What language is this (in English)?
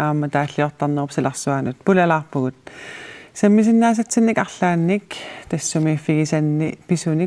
Kalaallisut